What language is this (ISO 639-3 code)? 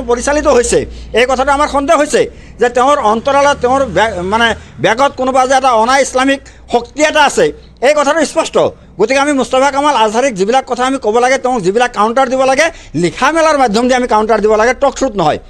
asm